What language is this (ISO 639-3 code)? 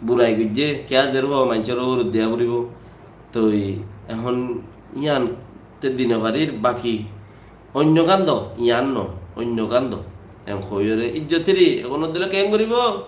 rhg